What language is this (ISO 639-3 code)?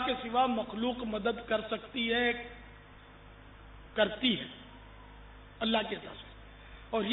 urd